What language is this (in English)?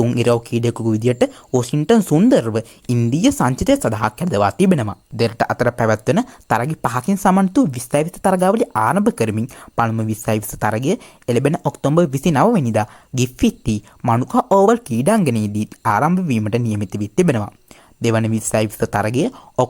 Sinhala